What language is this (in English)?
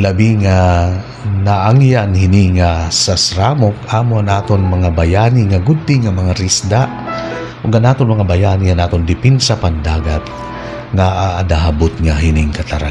Waray